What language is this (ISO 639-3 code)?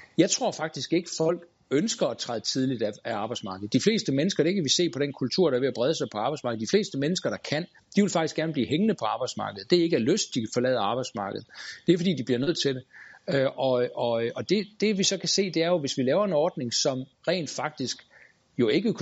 dan